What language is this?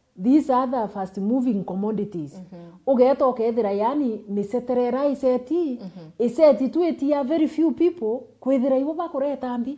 Meru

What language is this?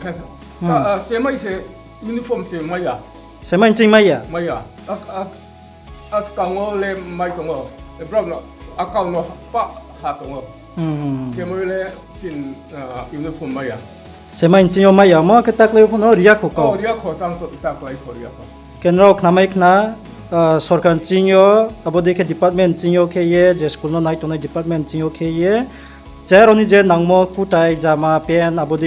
Riang (India)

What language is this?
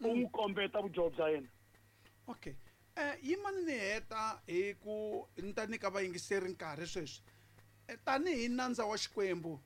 Tsonga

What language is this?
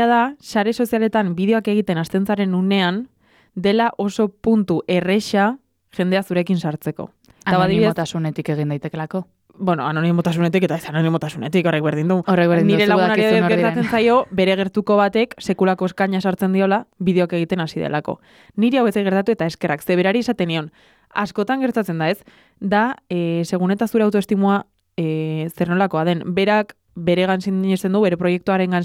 Basque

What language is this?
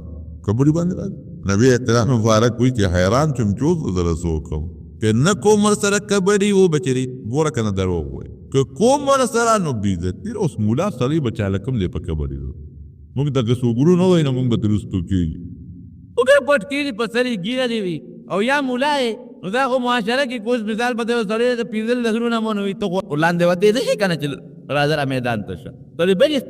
Pashto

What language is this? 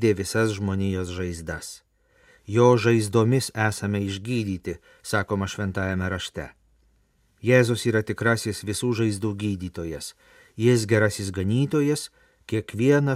Lithuanian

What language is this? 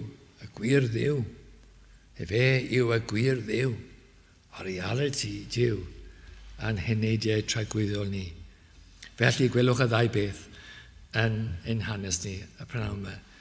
Welsh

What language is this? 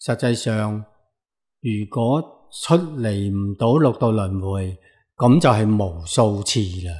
Cantonese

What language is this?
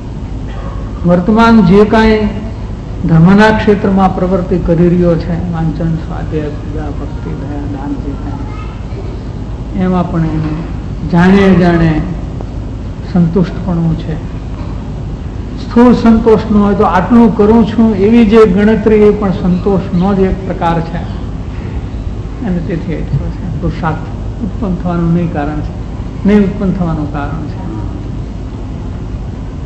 Gujarati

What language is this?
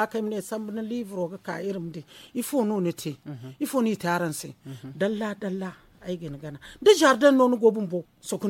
Zarma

